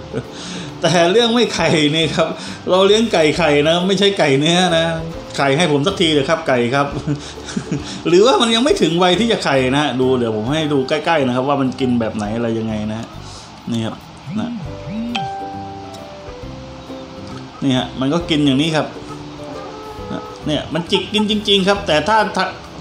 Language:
Thai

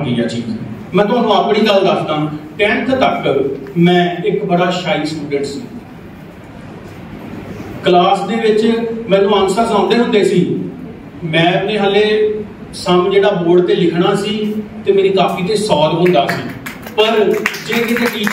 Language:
Punjabi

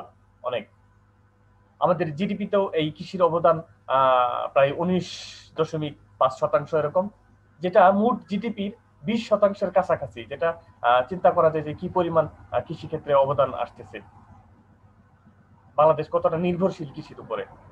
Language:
Bangla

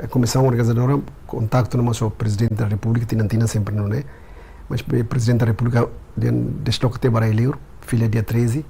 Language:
Tetum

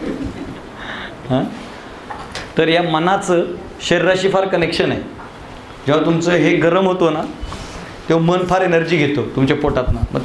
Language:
Marathi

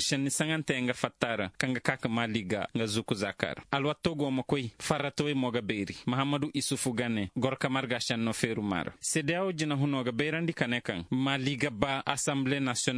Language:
Zarma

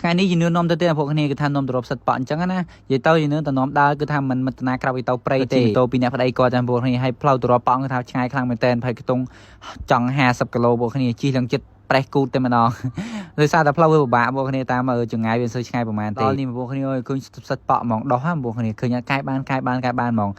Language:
Khmer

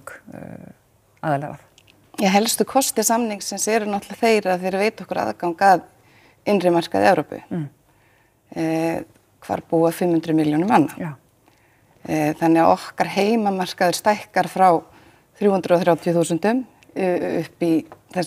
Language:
Icelandic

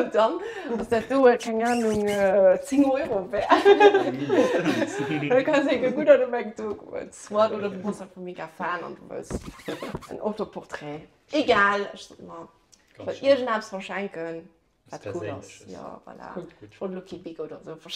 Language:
Luxembourgish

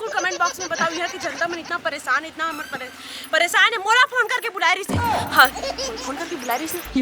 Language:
Chhattisgarhi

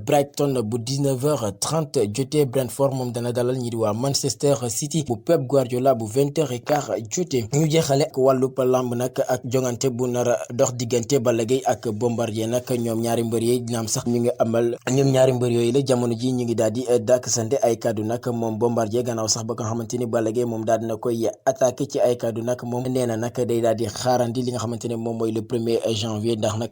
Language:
Wolof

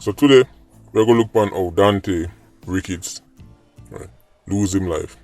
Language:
Jamaican Creole English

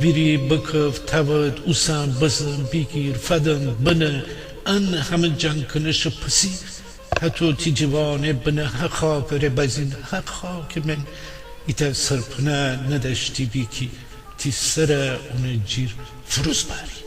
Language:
Gilaki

